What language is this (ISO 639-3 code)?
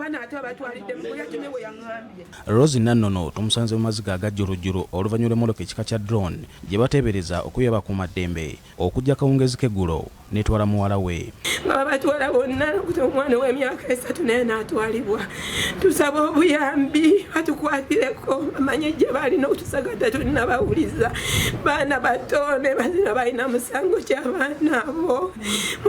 lug